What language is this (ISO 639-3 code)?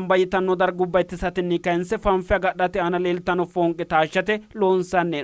sid